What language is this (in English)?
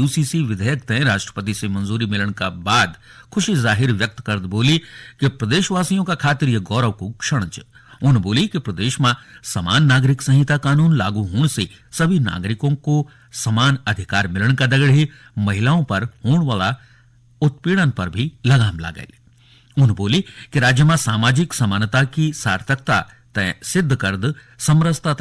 Garhwali